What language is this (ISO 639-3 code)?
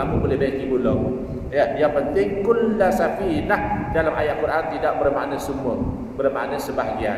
msa